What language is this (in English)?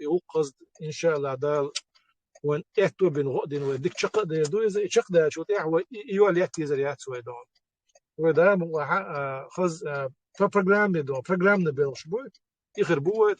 Chechen